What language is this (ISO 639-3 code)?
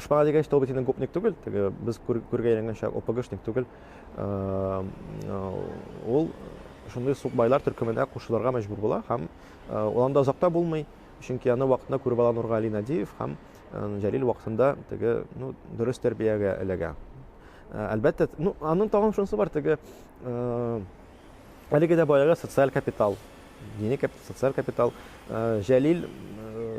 tat